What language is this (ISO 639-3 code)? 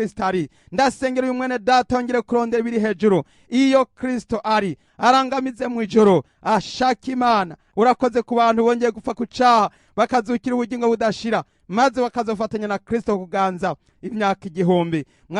run